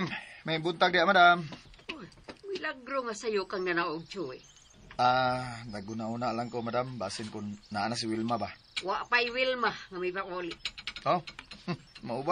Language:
Cebuano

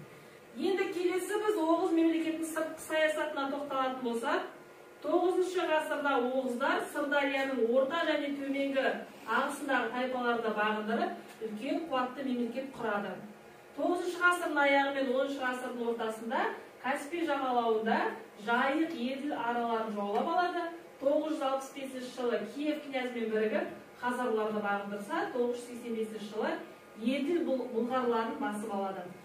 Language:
Kazakh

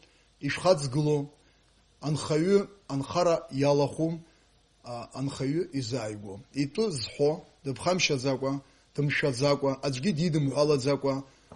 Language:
Abkhazian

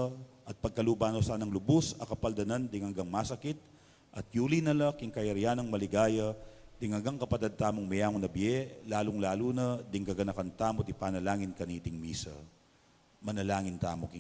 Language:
Pampanga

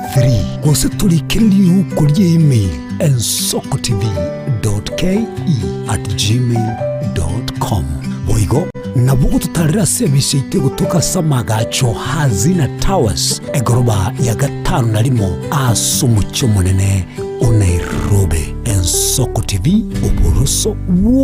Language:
Gusii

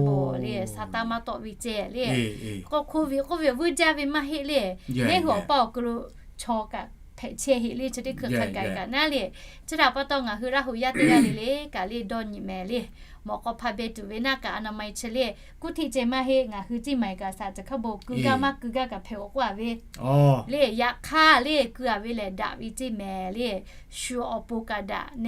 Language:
Lahu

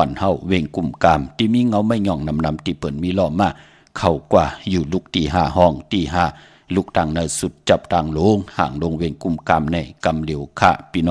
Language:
Shan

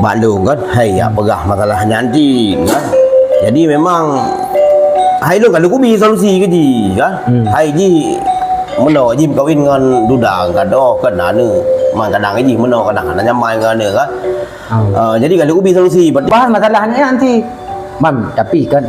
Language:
Achinese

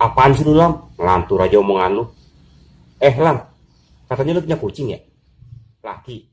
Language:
Betawi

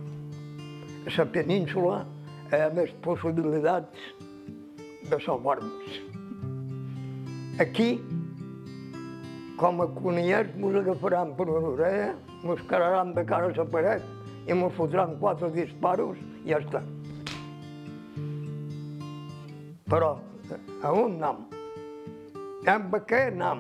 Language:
Catalan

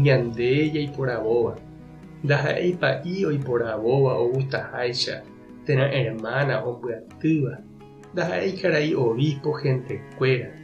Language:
Guarani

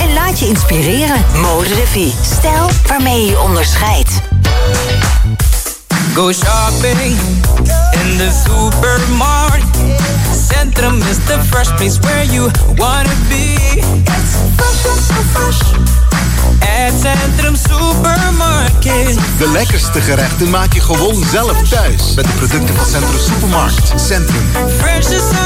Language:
Dutch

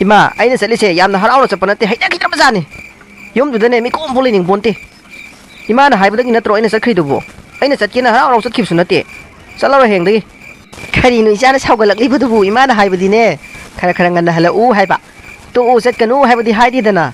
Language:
Manipuri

